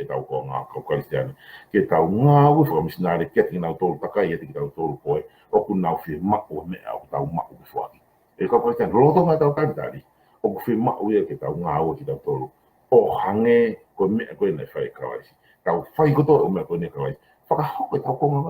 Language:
Tongan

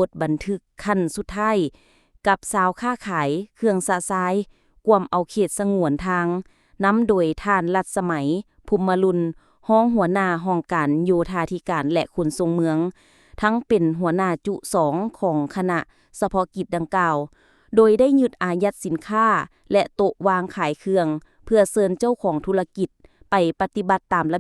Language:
Lao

